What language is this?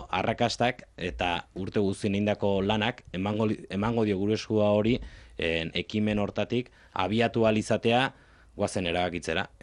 Basque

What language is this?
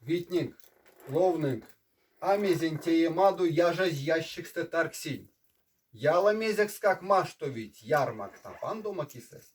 Erzya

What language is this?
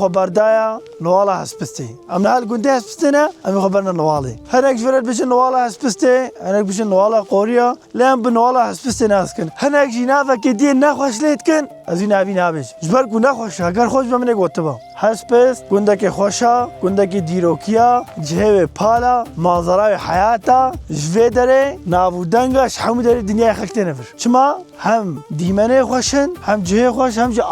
Kurdish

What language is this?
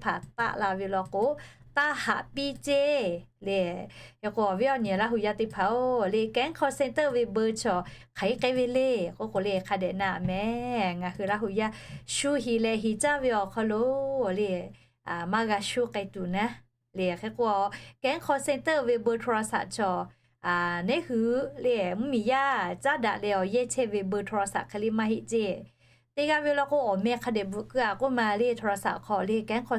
Lahu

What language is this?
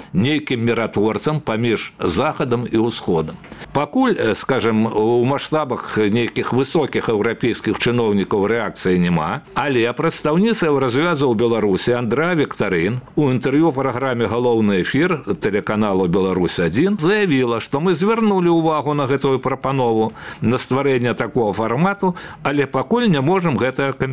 Belarusian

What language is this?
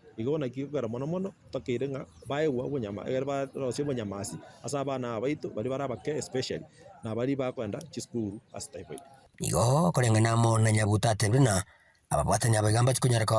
Gusii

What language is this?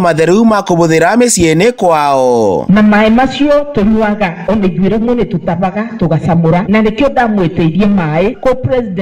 Kikuyu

